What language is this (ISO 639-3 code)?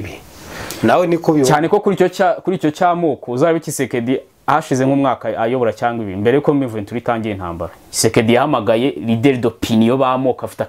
kin